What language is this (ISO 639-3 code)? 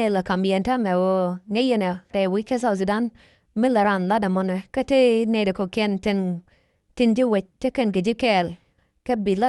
nus